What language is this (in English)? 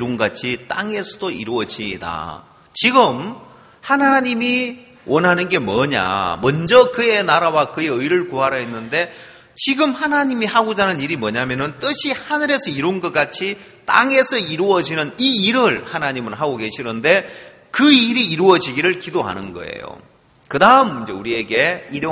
Korean